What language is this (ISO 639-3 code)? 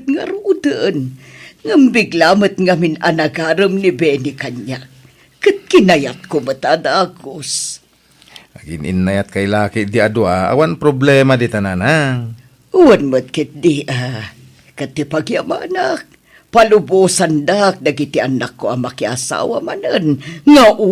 ilo